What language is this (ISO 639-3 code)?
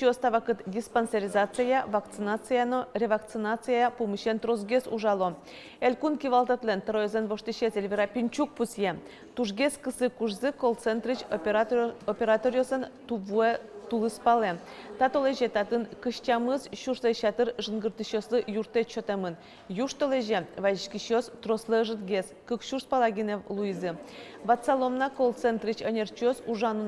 udm